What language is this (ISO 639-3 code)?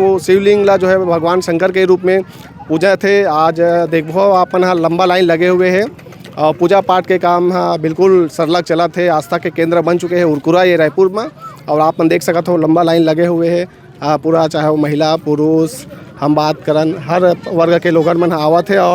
hne